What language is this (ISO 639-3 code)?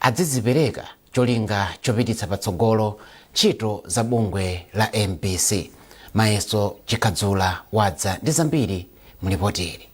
nya